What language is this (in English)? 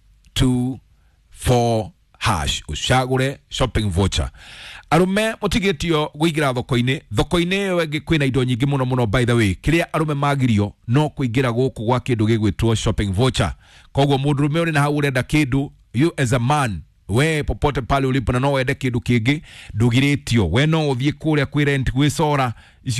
Kikuyu